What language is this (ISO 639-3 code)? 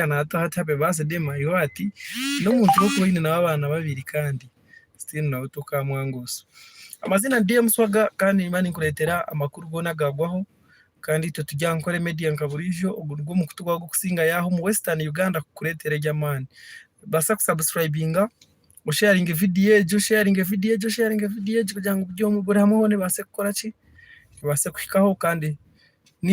nyn